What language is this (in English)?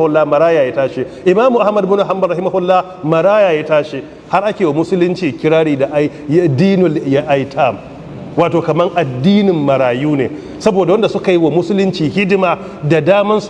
Hausa